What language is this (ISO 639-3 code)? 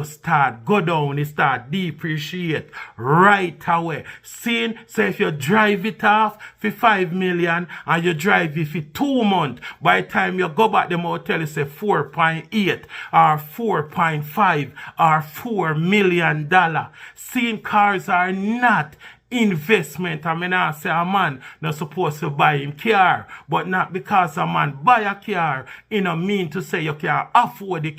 jam